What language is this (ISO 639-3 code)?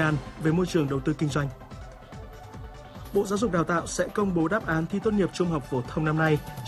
vie